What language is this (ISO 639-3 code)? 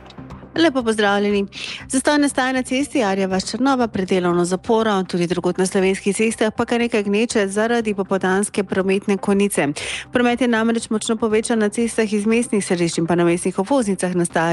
slv